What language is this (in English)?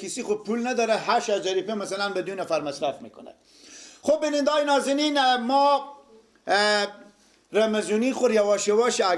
Persian